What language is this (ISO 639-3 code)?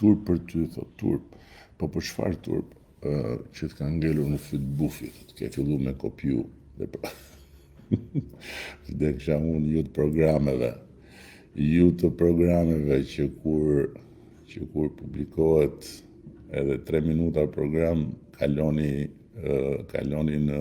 sqi